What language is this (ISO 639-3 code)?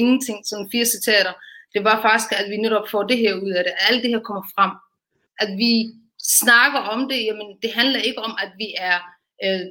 dan